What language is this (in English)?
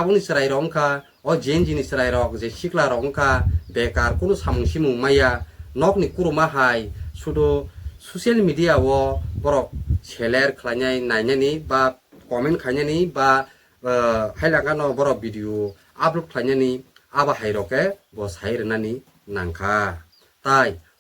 Kok Borok